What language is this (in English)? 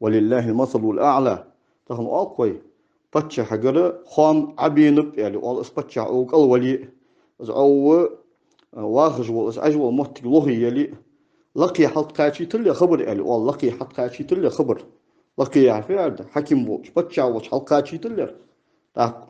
Ingush